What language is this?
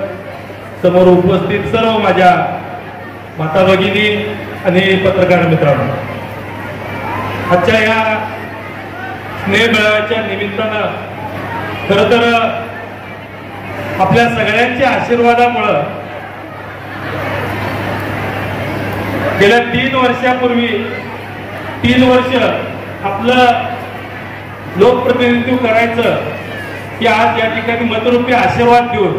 Marathi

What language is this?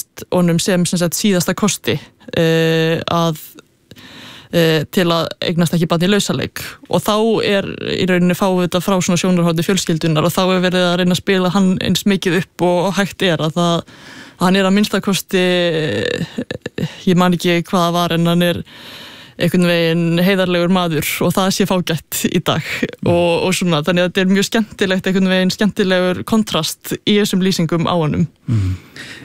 Icelandic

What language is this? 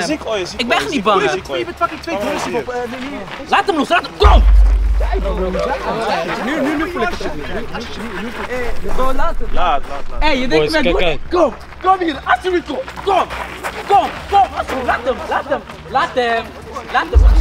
Dutch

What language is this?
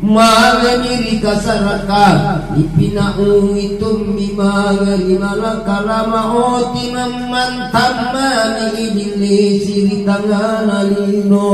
Makasar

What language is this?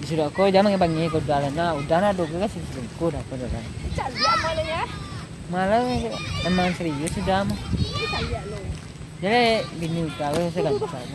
Minangkabau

